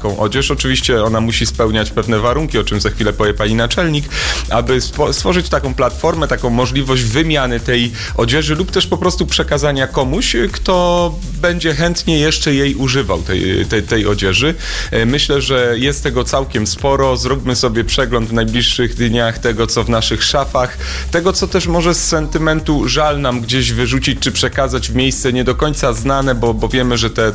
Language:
Polish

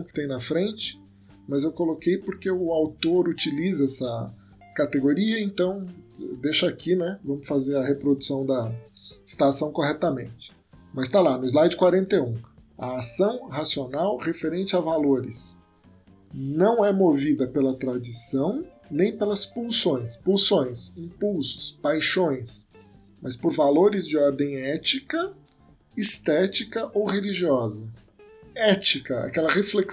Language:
Portuguese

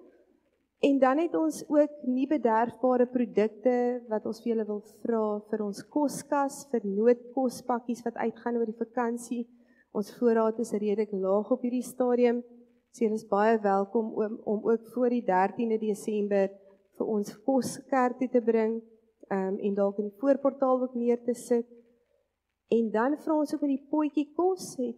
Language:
Afrikaans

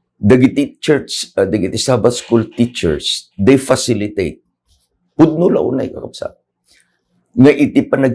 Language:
Iloko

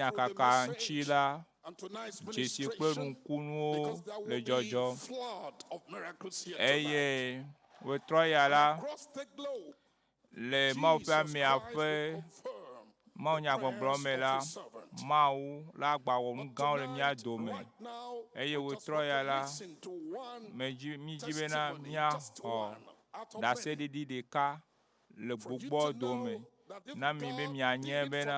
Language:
Ewe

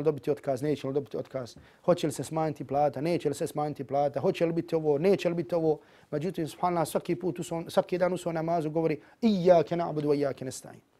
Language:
Bosnian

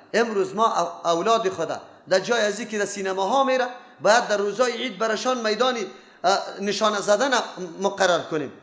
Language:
Persian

